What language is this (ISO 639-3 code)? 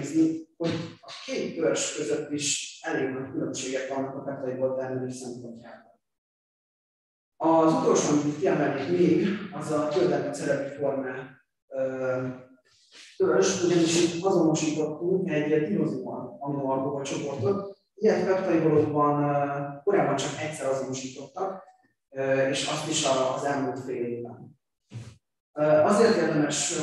hun